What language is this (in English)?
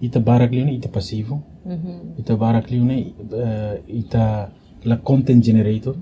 Tetum